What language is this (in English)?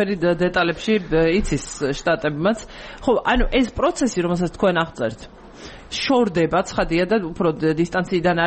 Georgian